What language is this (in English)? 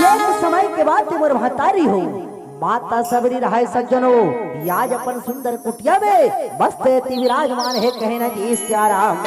Chhattisgarhi